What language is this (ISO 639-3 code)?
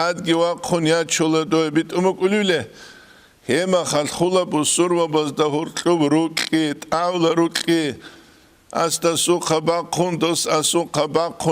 ava